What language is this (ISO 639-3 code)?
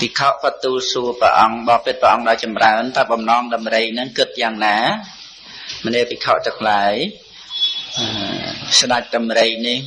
khm